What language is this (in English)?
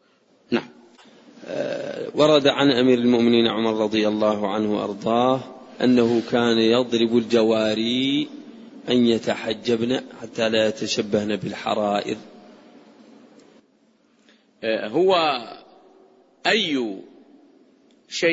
Arabic